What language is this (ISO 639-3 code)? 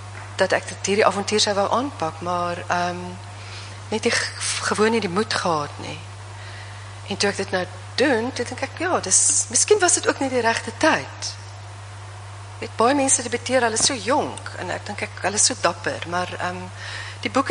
afr